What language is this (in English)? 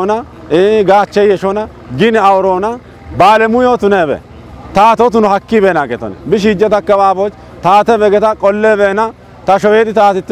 Kafa